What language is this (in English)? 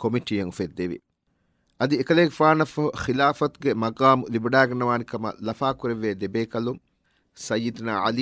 Divehi